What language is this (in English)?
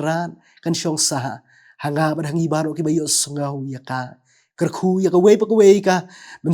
Khasi